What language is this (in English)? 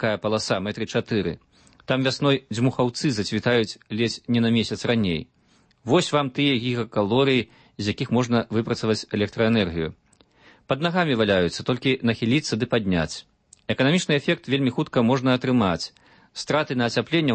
Belarusian